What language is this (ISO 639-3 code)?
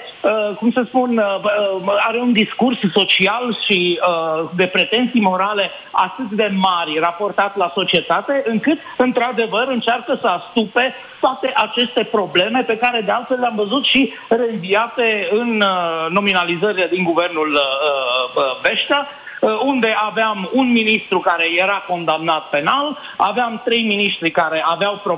ron